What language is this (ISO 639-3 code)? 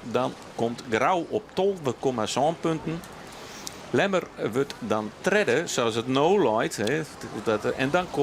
fry